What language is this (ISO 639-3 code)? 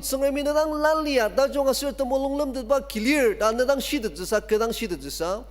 njo